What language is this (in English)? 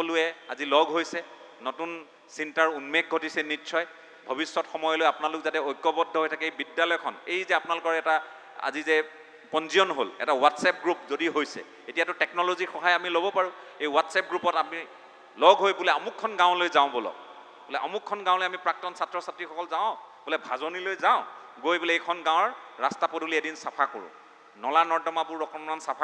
Assamese